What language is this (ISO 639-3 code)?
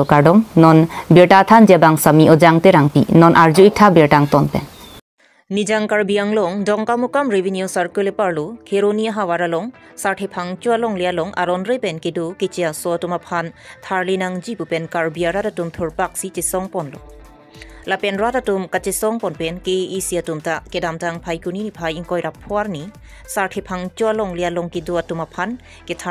mjw